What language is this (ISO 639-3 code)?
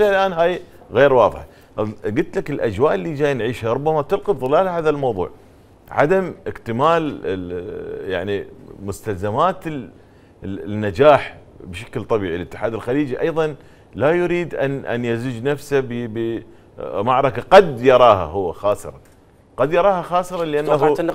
acm